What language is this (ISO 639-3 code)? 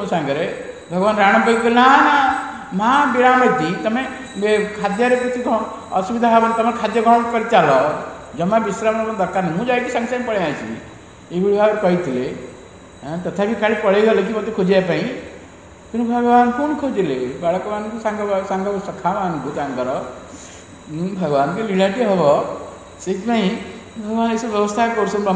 ori